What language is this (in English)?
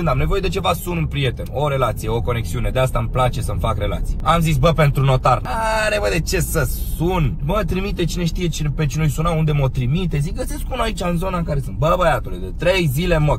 Romanian